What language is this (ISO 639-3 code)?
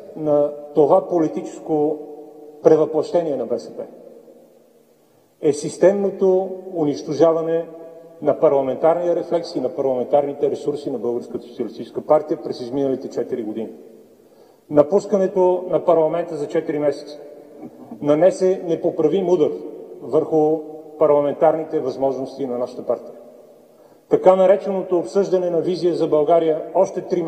bul